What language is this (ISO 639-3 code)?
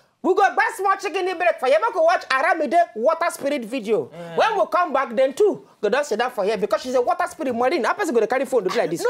pcm